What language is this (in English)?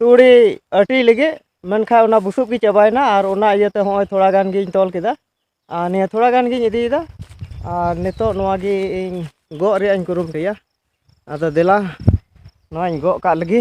Santali